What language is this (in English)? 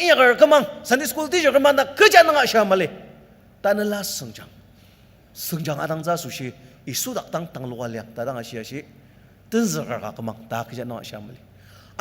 Ao Naga